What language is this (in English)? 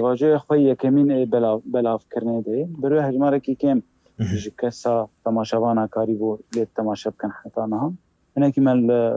Kurdish